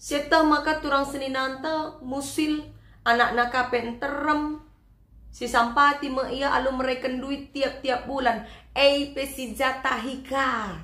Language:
Batak Karo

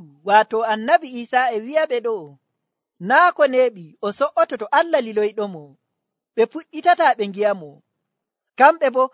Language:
Nigerian Fulfulde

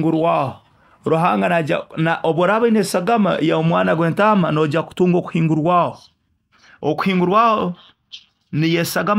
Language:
Nyoro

